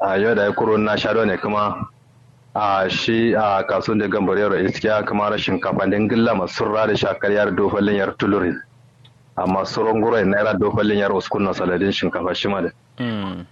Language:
Kanuri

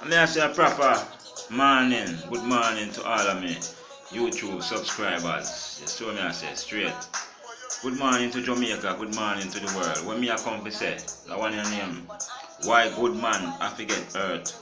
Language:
Jamaican Creole English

